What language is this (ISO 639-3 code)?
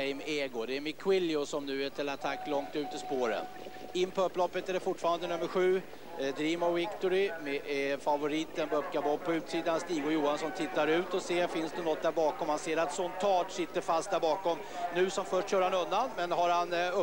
swe